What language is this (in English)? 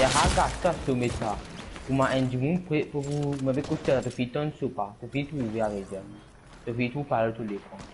Morisyen